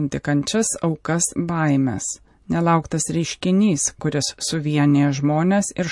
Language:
Lithuanian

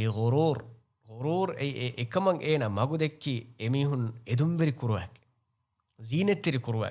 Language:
Divehi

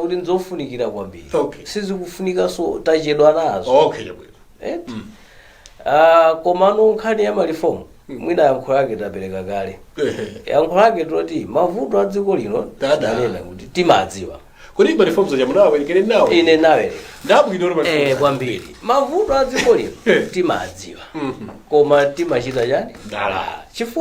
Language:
Nyanja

